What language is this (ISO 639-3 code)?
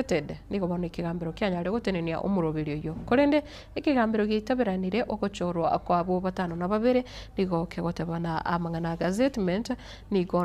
guz